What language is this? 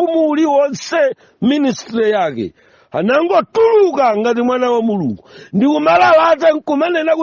Nyanja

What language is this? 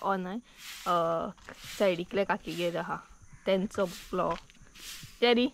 Konkani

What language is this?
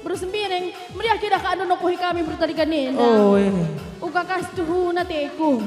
Batak Karo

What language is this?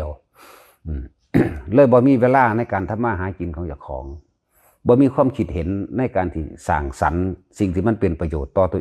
Northeastern Thai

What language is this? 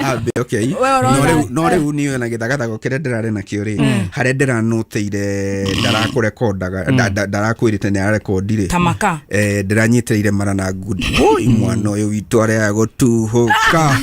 Kikuyu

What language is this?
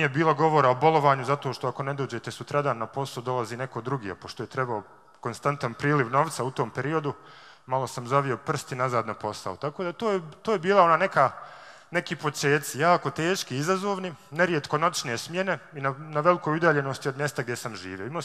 Bosnian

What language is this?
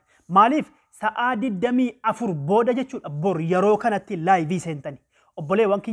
Oromo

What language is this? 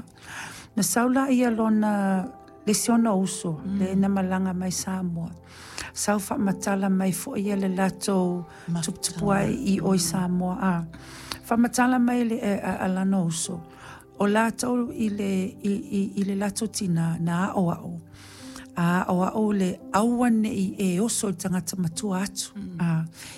Samoan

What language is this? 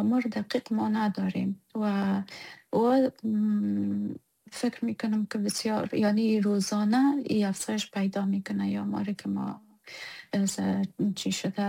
Persian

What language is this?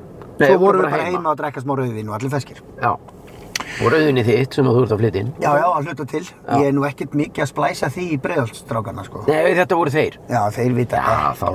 Icelandic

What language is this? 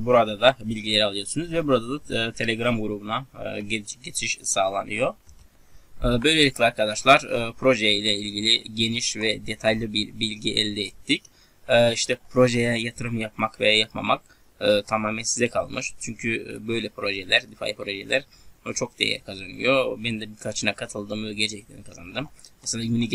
Turkish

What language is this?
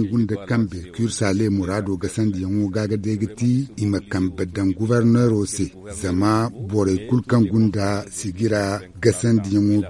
Zarma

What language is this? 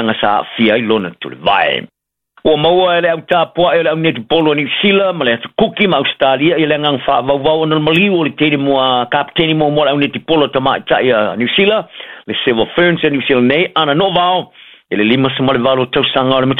Samoan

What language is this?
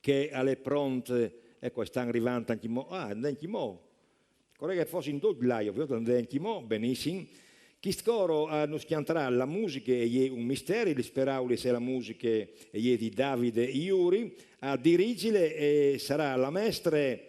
Friulian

